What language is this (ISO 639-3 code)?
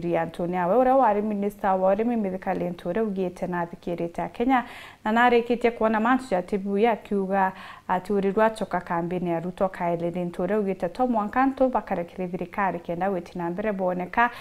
mer